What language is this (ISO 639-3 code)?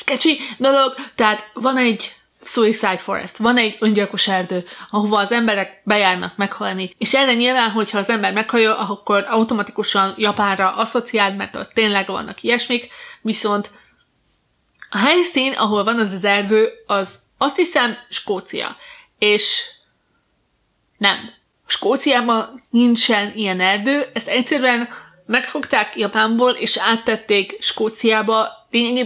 hun